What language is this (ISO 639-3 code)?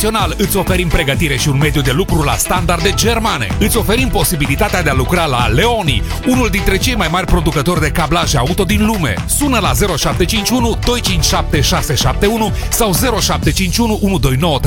ron